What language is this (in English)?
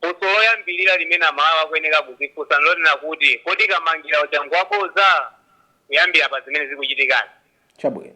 Nyanja